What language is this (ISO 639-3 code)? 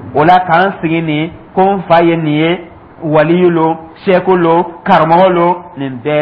dyu